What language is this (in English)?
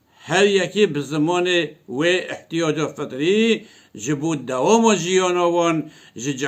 Kurdish